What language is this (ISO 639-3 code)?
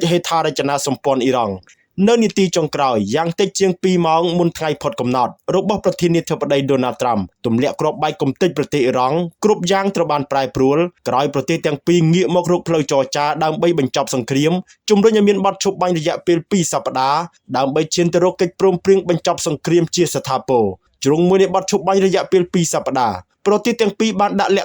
khm